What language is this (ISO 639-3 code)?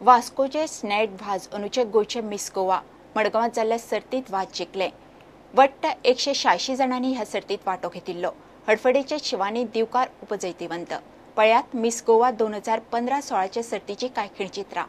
kok